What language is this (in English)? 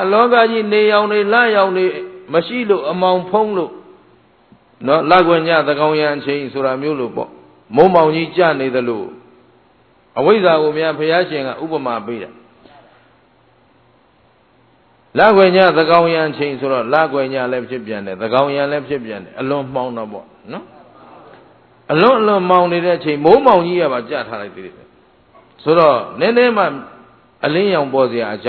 Burmese